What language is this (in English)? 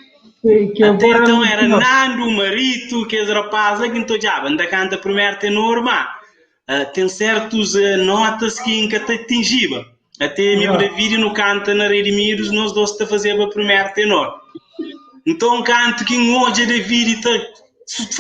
Kabuverdianu